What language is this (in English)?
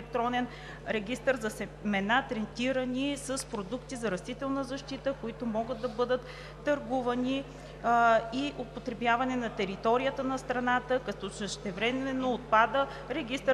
Bulgarian